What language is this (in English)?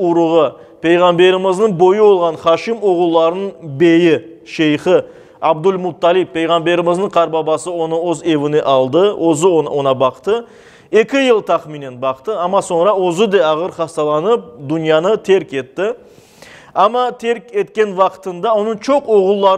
Crimean Tatar